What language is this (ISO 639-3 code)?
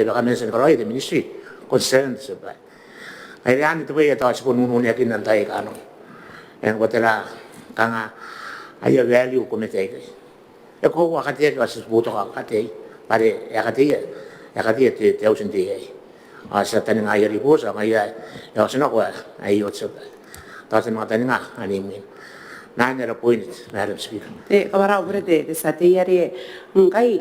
gil